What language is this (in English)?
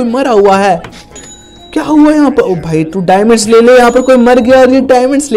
Hindi